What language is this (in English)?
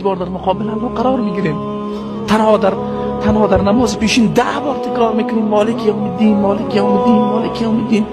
Persian